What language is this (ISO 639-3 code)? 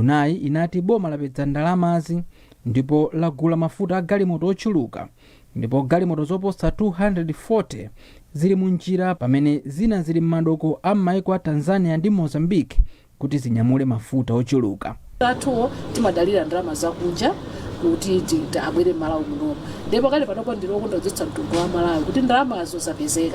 nya